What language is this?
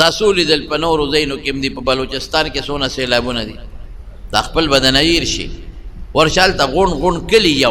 Pashto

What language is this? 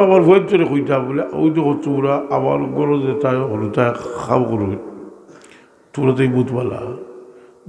Sylheti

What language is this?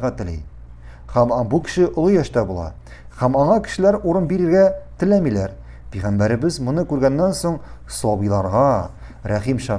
Tatar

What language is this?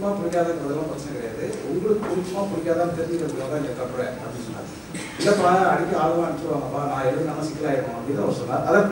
Tamil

